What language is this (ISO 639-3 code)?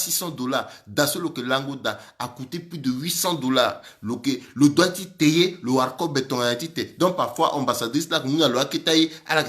sag